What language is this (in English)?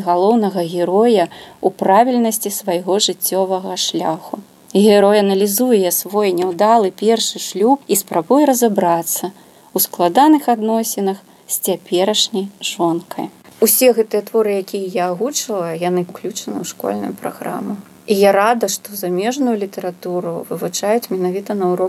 Belarusian